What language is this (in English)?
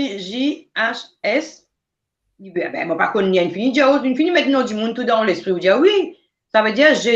Morisyen